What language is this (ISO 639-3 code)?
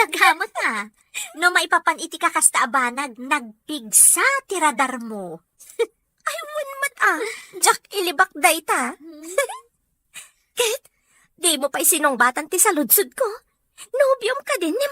ilo